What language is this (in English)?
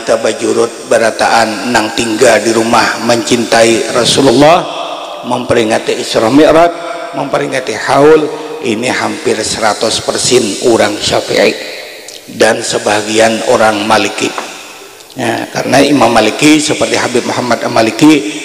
Banjar